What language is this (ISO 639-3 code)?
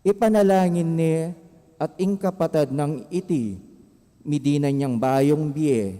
pam